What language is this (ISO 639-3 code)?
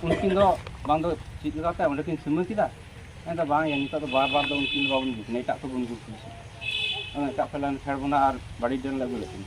sat